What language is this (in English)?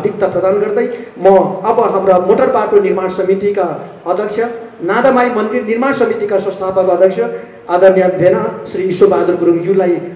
Nepali